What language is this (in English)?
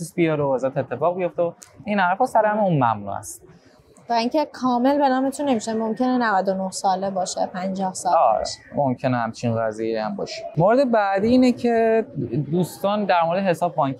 Persian